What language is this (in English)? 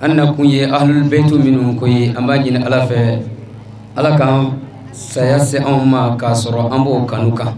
Bambara